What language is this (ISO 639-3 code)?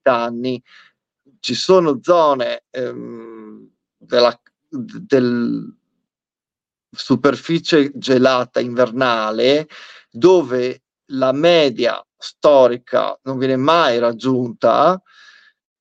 ita